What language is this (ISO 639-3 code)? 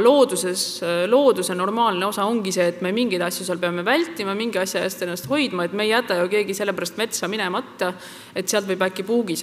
est